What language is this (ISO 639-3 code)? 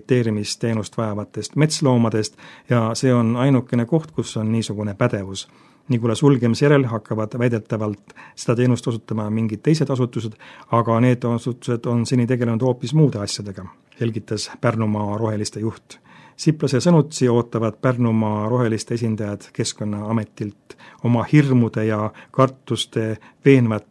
est